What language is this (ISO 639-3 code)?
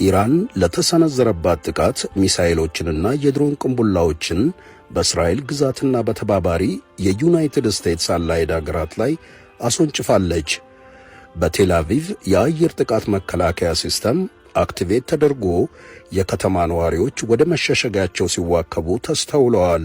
amh